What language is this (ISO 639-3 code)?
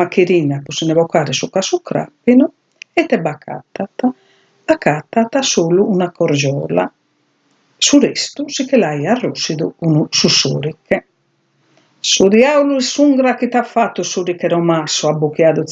srd